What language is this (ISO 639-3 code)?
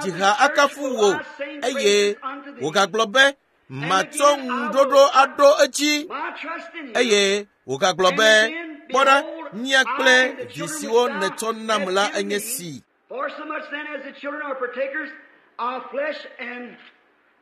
ewe